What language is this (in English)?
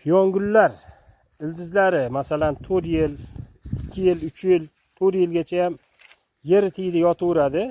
Uzbek